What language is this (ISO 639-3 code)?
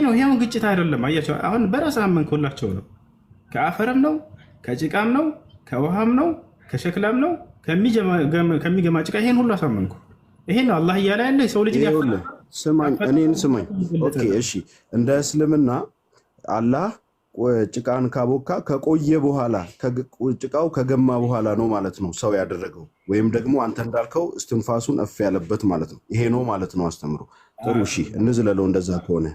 amh